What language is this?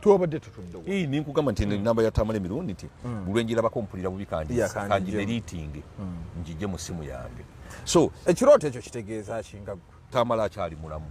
Ganda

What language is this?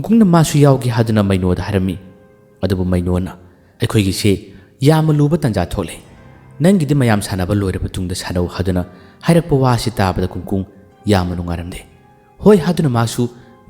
Manipuri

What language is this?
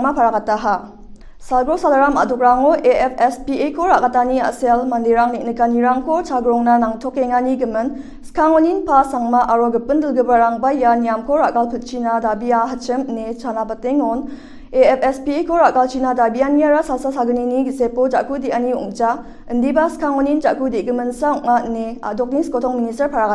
Garo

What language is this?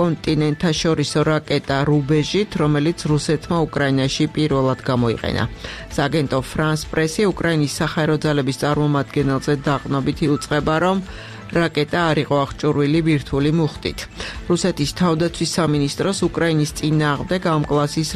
Georgian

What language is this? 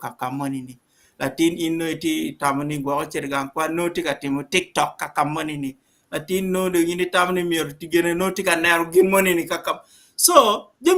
Acoli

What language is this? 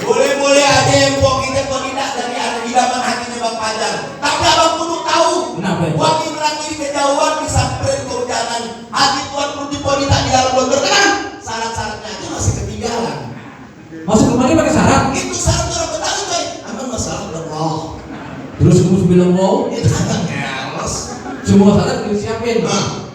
Betawi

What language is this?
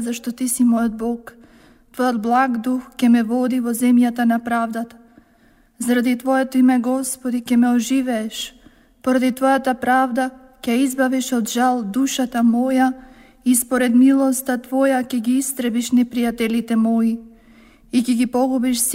Macedonian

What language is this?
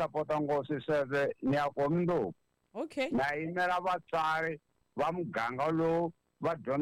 Tsonga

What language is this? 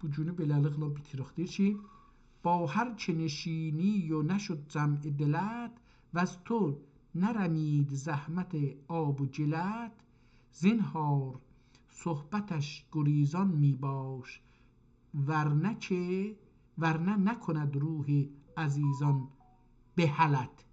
South Azerbaijani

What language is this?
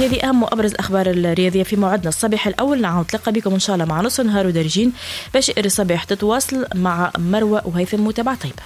Tunisian Arabic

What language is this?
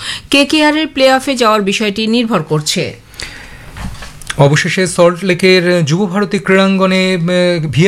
Bangla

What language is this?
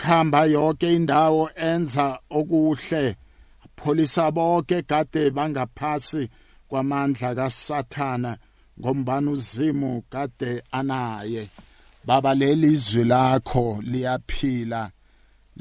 South Ndebele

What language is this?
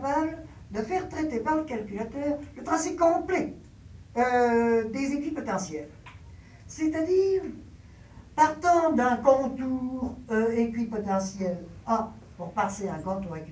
French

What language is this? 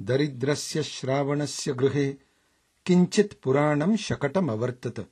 Sanskrit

